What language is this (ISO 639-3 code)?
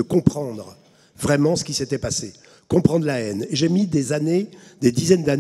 fra